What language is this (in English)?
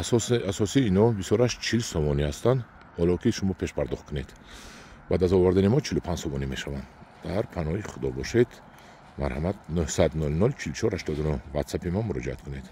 Tajik